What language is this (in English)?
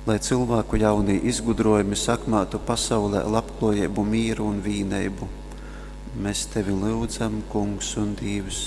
Latgalian